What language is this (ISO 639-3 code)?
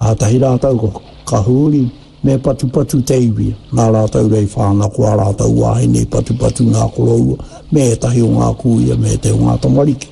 mri